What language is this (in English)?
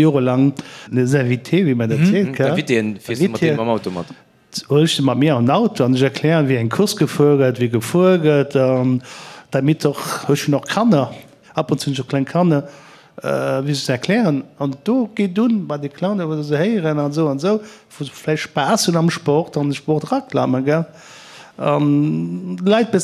Luxembourgish